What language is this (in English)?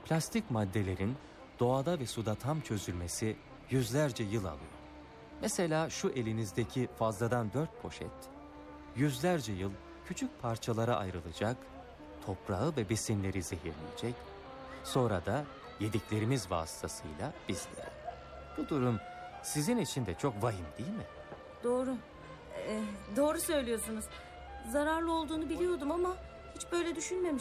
Turkish